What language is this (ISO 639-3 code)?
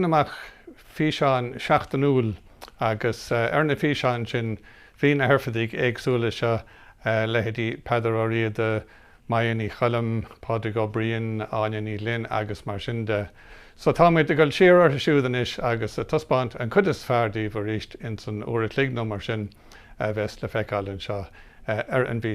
gle